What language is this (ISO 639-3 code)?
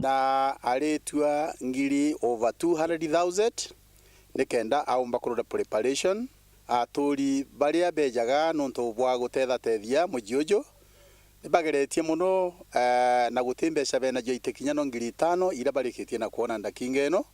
mer